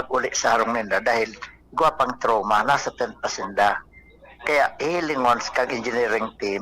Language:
Bikol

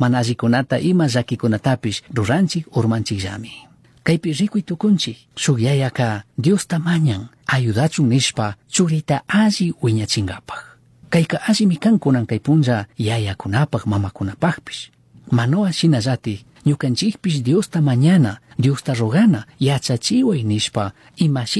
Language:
Chimborazo Highland Quichua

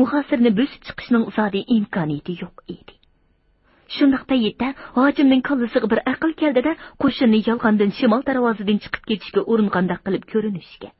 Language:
Uyghur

